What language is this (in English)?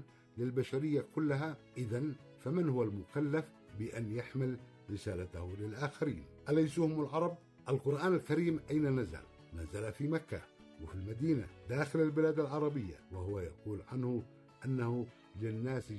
Arabic